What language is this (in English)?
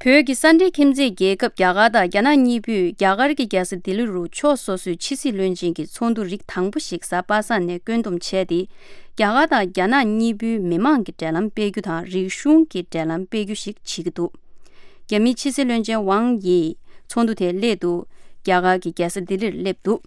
Tibetan